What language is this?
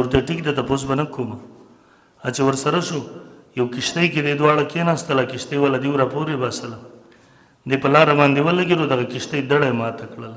Pashto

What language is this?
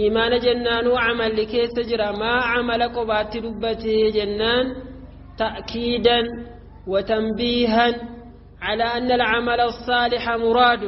Oromo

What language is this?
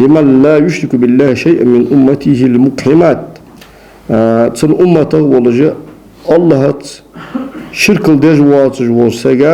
Ingush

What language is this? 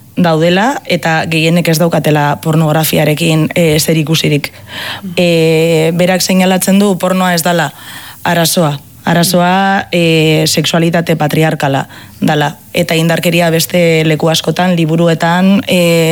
Basque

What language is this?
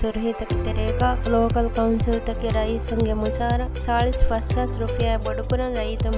Divehi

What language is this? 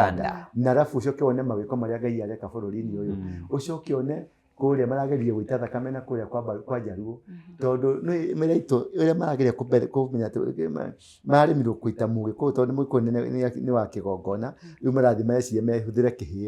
Kikuyu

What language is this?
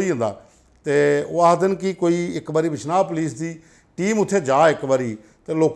Dogri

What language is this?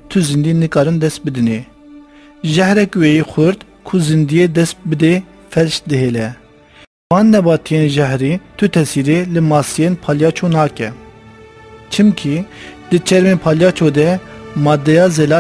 Kurdish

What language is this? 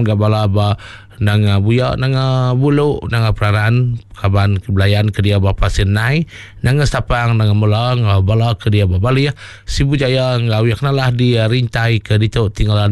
Iban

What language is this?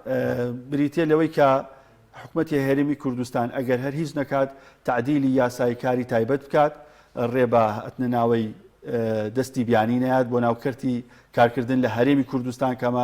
Central Kurdish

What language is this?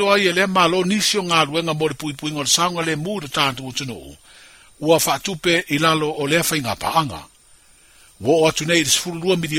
Samoan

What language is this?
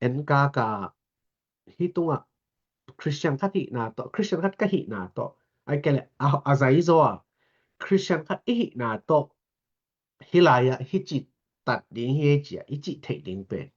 Tedim Chin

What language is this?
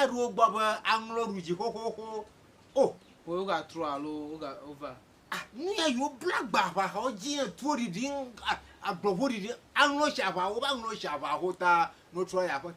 Ewe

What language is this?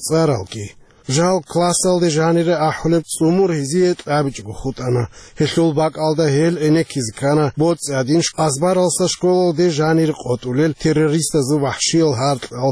Avaric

